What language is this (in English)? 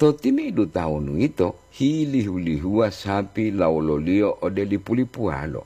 Gorontalo